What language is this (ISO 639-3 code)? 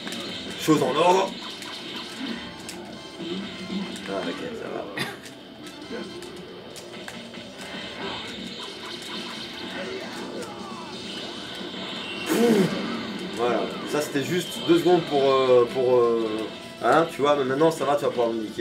fra